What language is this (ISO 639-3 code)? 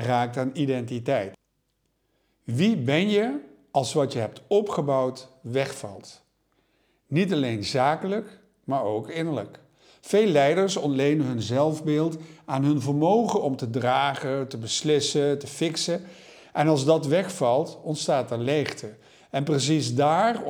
nld